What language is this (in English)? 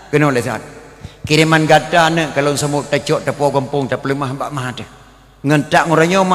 Achinese